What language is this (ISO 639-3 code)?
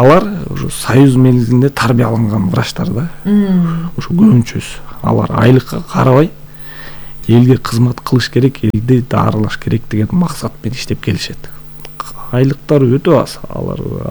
kir